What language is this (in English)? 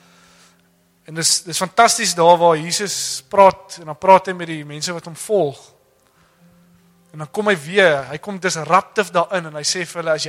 Afrikaans